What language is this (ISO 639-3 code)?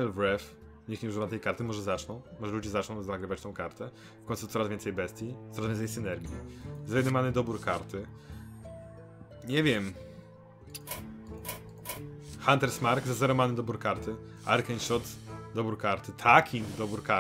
pol